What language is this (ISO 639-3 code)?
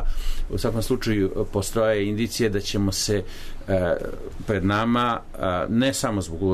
srp